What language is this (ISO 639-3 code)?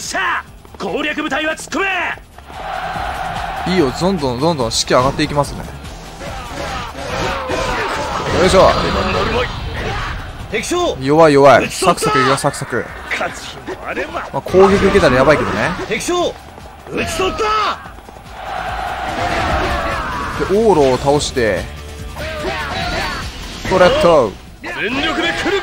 jpn